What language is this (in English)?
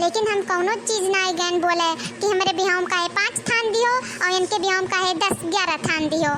Awadhi